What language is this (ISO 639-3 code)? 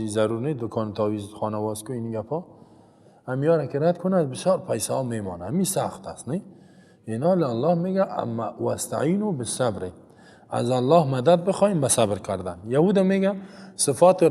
fas